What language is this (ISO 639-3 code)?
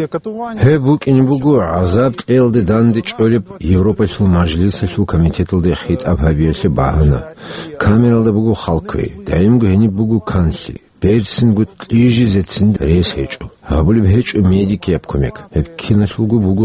ava